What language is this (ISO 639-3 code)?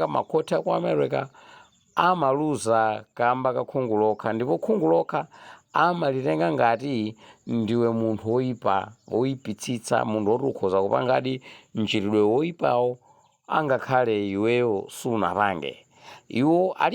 nya